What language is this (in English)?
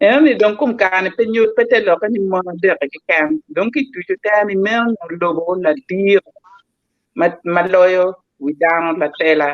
Acoli